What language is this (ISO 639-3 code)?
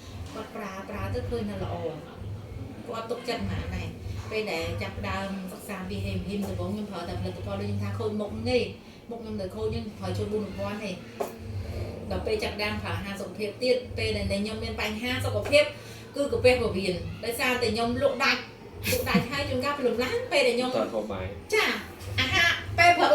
khm